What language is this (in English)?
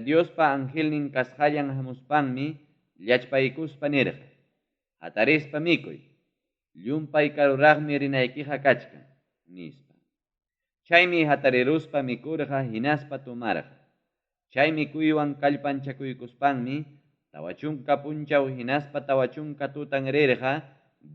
Ayacucho Quechua